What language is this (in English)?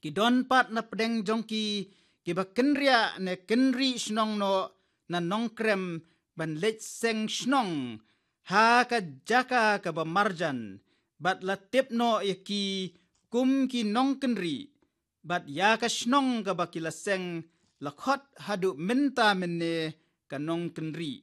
Khasi